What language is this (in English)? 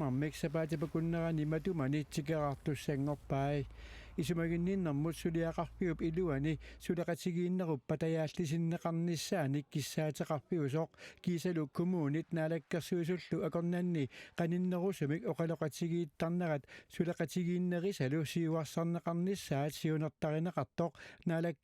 Kalaallisut